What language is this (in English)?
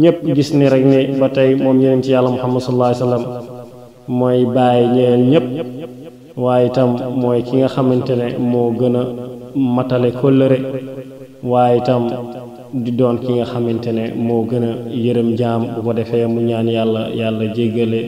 Wolof